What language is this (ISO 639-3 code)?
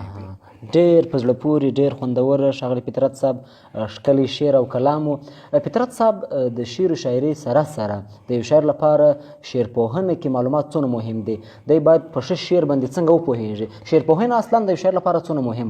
pus